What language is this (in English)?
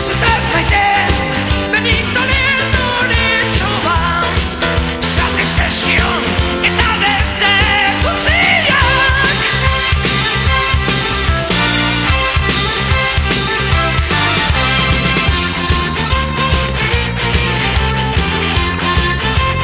Basque